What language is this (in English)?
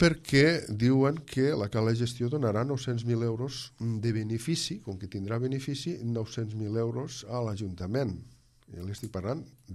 Catalan